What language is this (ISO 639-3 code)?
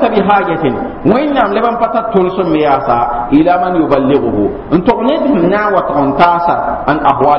mos